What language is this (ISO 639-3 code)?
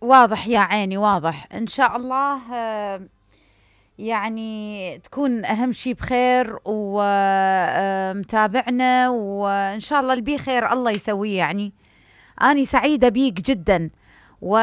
acm